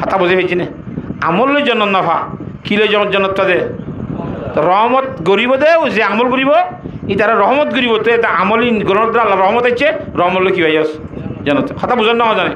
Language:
Rohingya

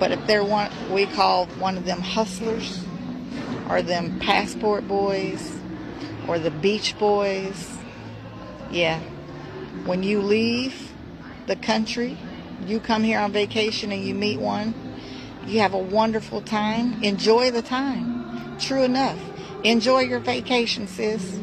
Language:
Jamaican Creole English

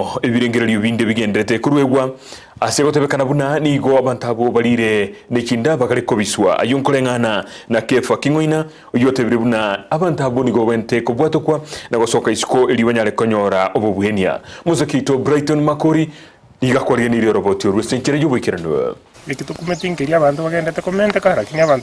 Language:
Gusii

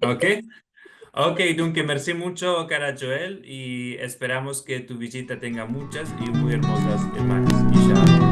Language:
Ladino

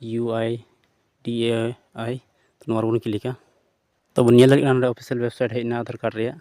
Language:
Santali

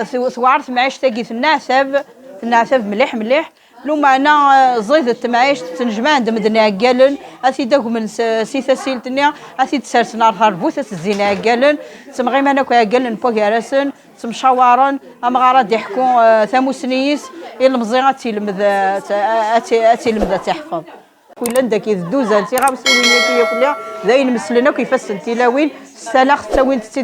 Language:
Kabyle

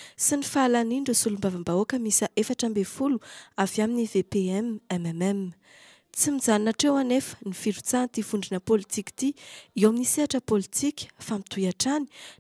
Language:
Malagasy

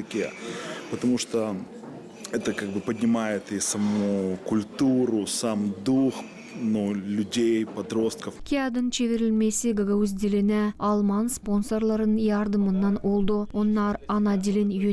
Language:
Gagauz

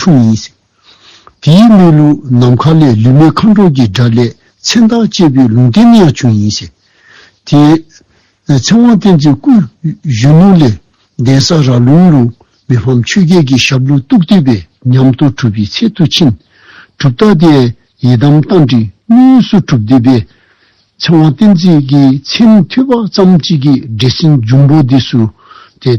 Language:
Dzongkha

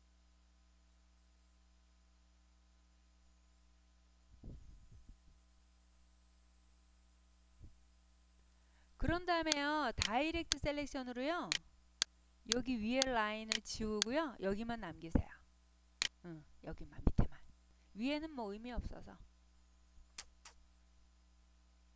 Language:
Korean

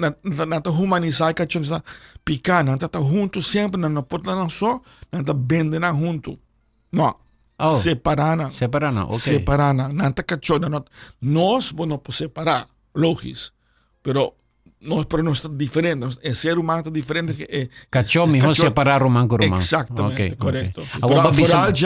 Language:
Papiamento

